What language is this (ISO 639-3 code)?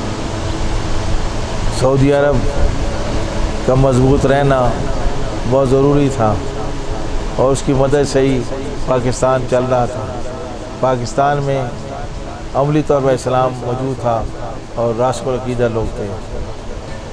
urd